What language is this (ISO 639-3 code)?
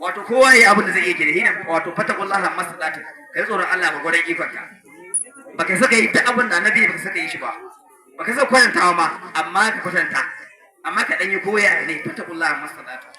hau